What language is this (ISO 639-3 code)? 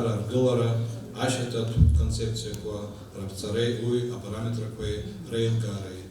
abk